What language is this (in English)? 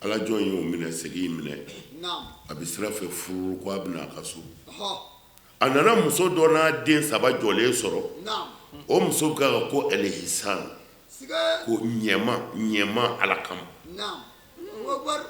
Bambara